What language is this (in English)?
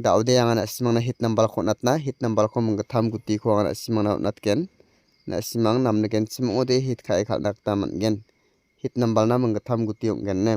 Garo